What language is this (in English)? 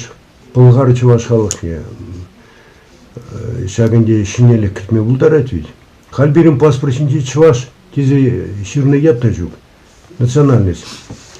Chuvash